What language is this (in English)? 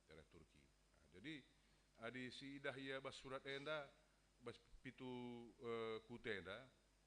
Batak Karo